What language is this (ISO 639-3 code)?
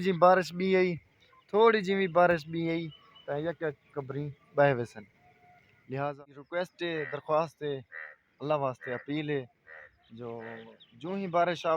skr